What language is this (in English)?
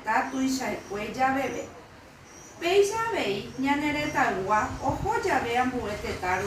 Guarani